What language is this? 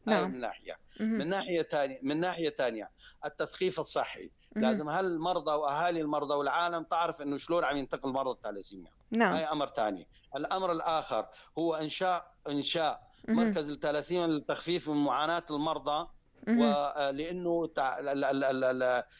North Levantine Arabic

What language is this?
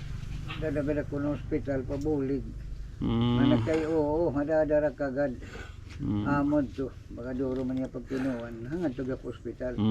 Waray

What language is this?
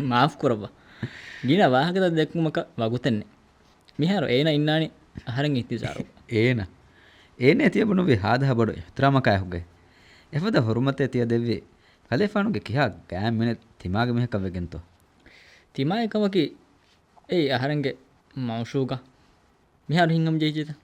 Divehi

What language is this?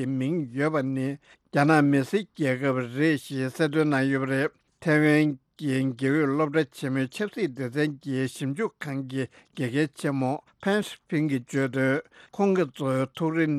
Tibetan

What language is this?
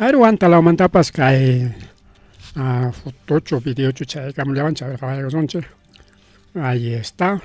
Ayacucho Quechua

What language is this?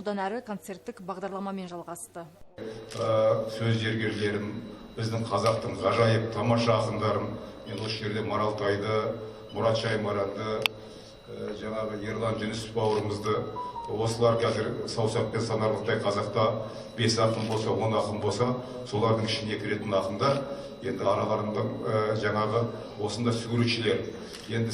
Kazakh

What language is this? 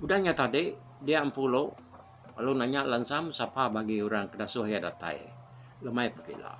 Iban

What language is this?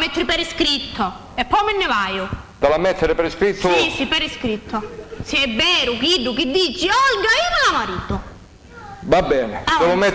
Sicilian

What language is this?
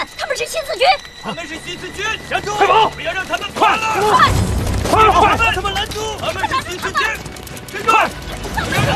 Chinese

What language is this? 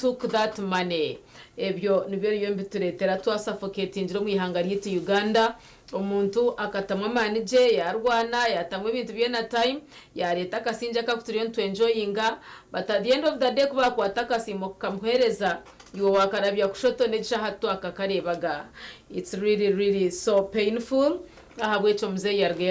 Nyankole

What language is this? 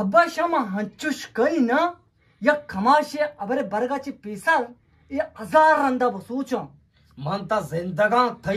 Eastern Balochi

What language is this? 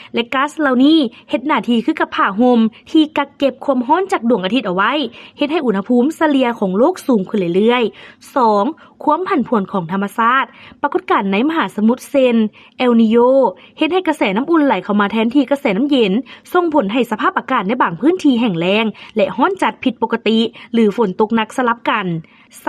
Lao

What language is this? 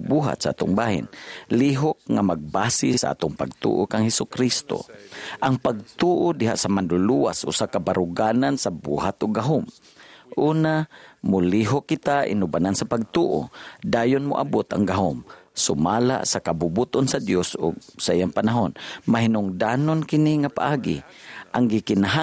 Cebuano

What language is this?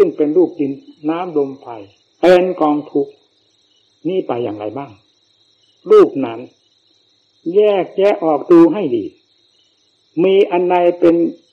Thai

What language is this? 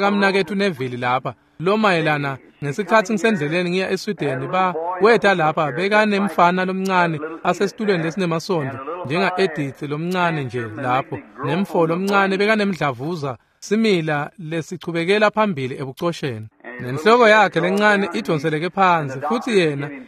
Swati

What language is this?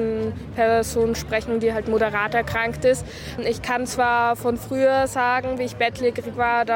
German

